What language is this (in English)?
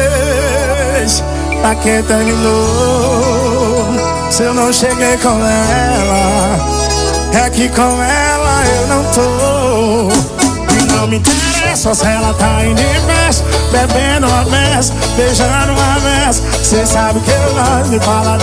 Portuguese